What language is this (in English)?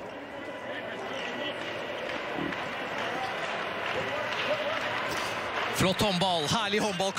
Norwegian